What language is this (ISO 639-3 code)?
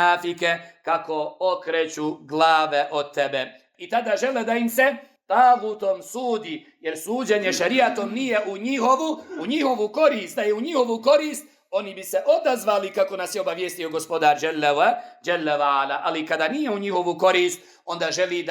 bos